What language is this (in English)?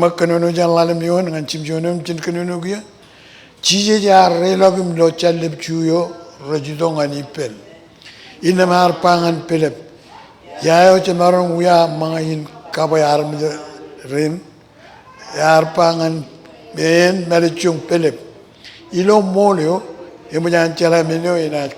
Marshallese